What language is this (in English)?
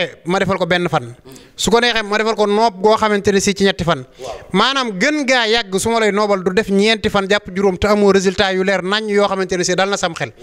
Wolof